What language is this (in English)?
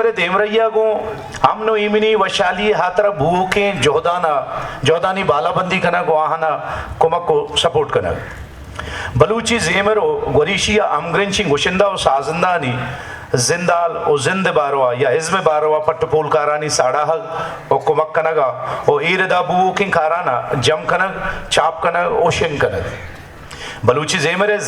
Baluchi